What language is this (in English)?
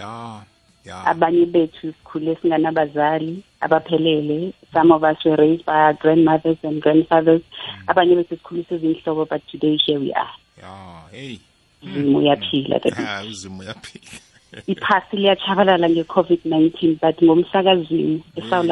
South Ndebele